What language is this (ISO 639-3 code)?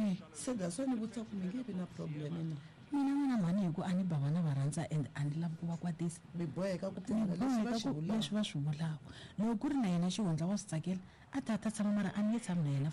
tso